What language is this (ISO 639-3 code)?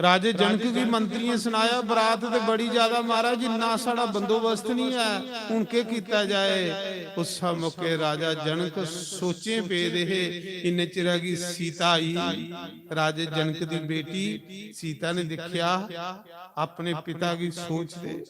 doi